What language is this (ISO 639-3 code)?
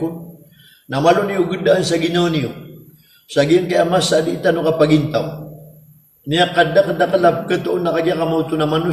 mrw